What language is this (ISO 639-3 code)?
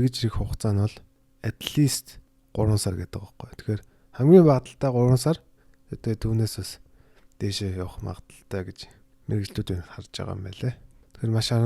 mon